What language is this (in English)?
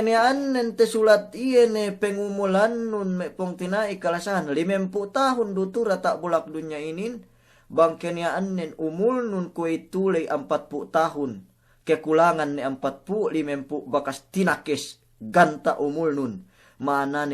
Yakan